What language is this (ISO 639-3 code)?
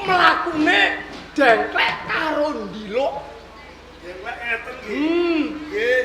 jav